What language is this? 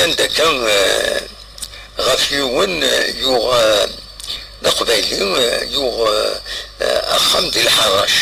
Kabyle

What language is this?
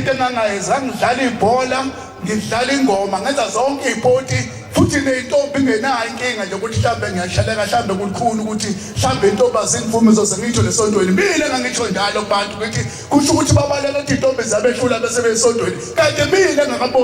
Zulu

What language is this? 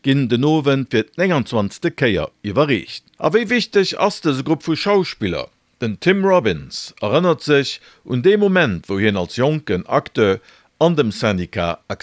Luxembourgish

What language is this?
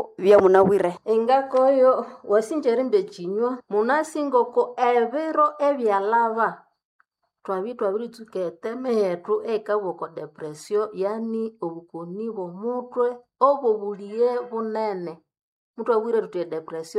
Nande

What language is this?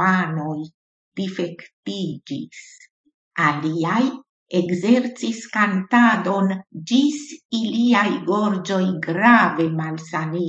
Esperanto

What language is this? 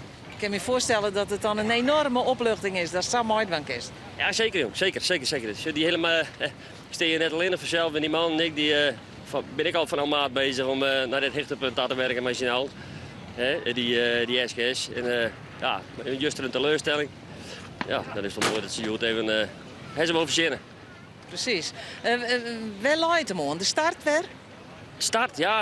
Western Frisian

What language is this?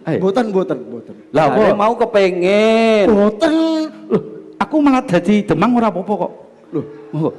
Javanese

